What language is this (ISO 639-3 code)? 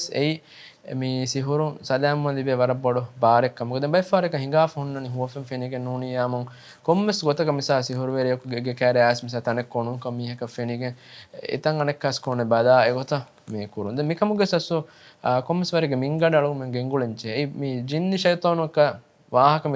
div